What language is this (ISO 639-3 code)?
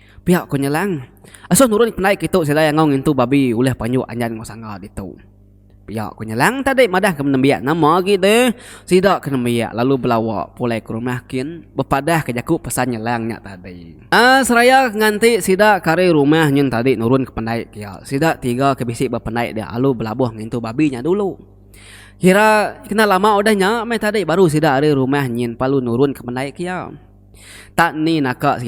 iba